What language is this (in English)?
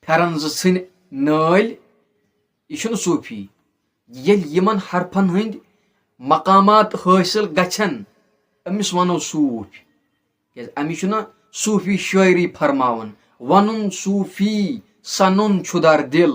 Kashmiri